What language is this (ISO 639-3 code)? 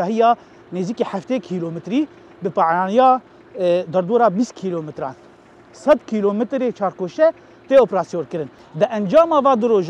kur